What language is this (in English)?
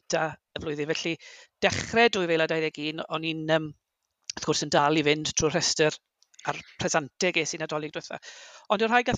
Welsh